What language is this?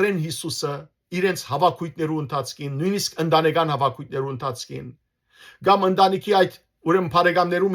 Western Armenian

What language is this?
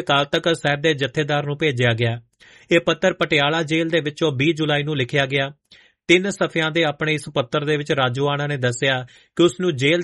Punjabi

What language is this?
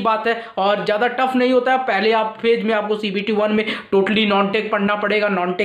Hindi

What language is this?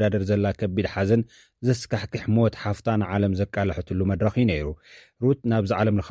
Tigrinya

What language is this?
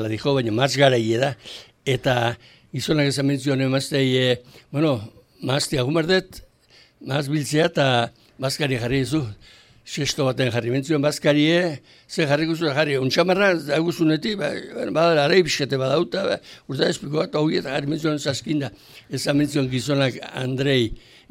Basque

